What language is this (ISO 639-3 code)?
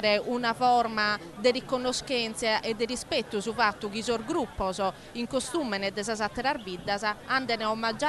srd